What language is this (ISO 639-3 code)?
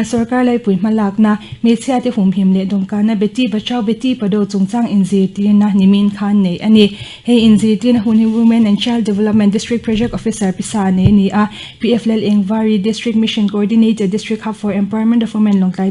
lus